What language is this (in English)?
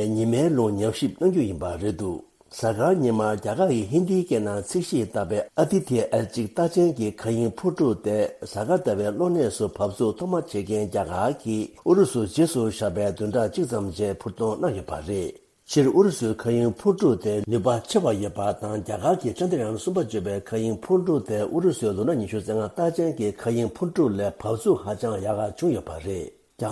Tibetan